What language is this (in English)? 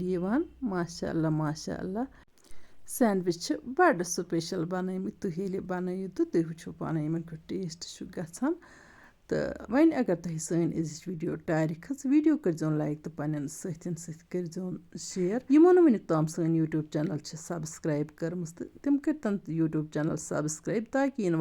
Kashmiri